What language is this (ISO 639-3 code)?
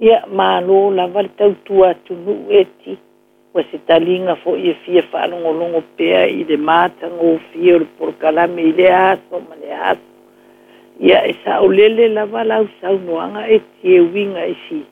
smo